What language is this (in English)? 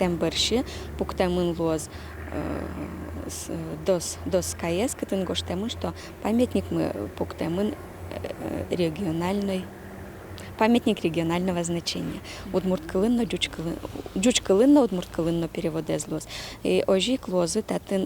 Udmurt